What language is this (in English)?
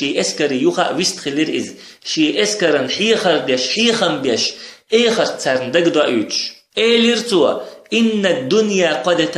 Chechen